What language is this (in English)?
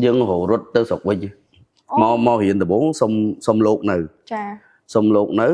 Khmer